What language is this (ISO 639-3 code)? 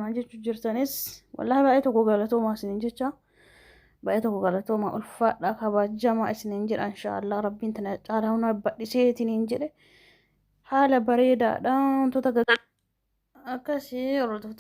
orm